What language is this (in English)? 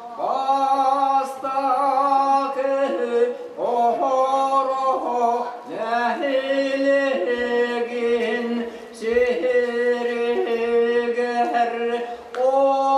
Yakut